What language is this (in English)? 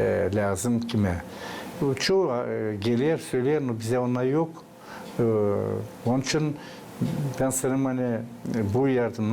Gagauz